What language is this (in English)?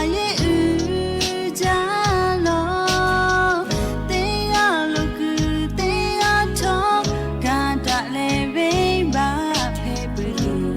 Lahu